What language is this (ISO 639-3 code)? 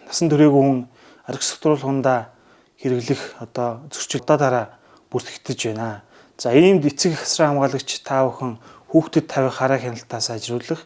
mon